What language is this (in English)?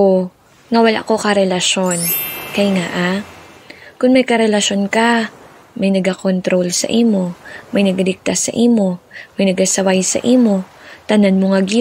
Hiligaynon